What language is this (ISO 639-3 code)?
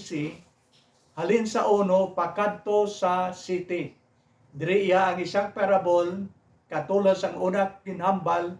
hil